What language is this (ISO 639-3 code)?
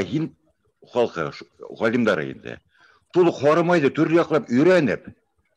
bak